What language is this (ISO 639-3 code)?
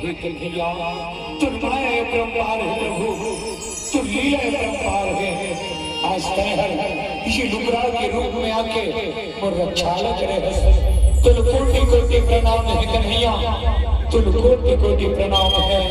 hne